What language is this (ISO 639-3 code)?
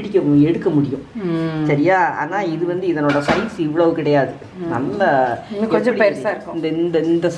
tam